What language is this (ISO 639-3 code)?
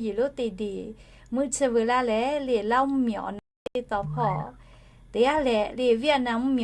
lhu